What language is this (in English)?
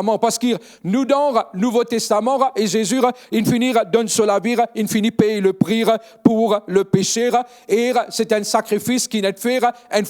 Morisyen